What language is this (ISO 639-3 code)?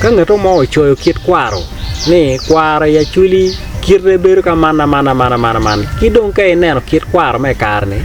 ach